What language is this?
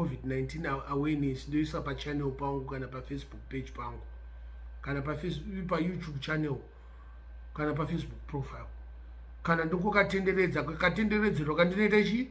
Shona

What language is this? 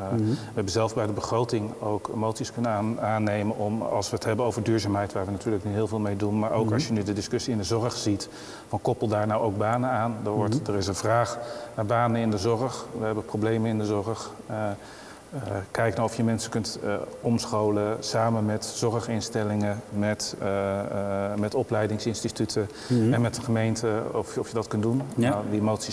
Dutch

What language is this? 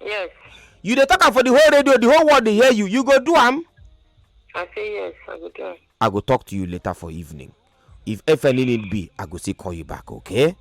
Nigerian Pidgin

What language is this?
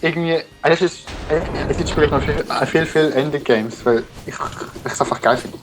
Swiss German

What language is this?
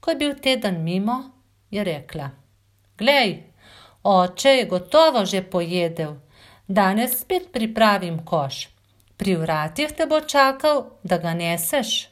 Slovenian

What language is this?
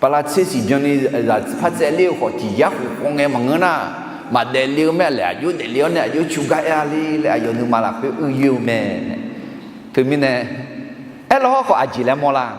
Akha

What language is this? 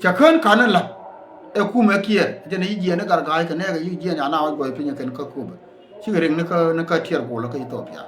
Nuer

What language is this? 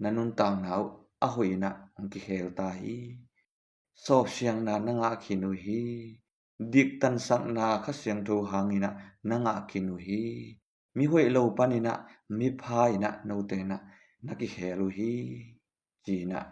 Tedim Chin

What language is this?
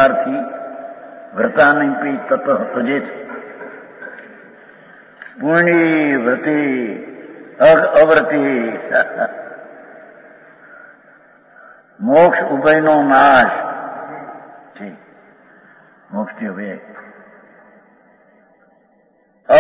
Gujarati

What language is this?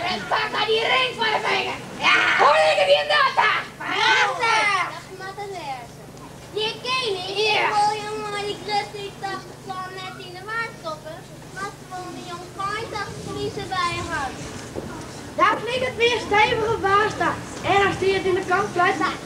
Western Frisian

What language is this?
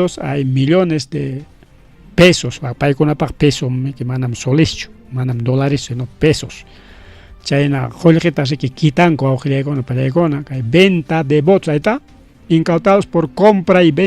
Ayacucho Quechua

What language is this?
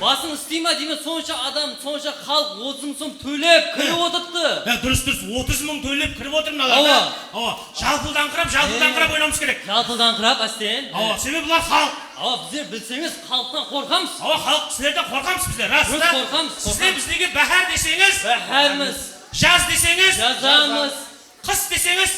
Kara-Kalpak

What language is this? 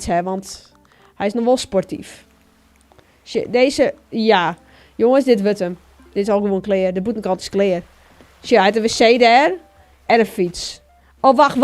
Western Frisian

